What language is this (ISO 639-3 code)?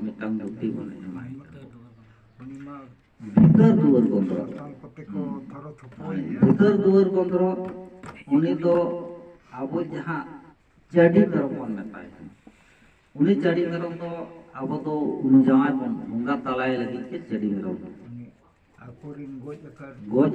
sat